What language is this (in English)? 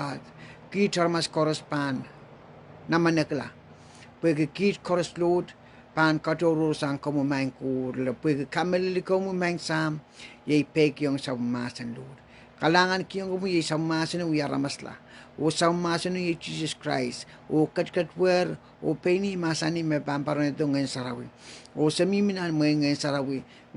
Pohnpeian